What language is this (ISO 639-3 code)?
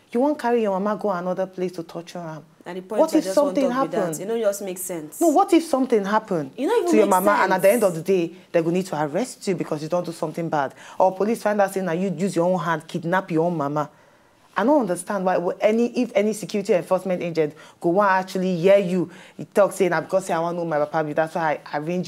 pcm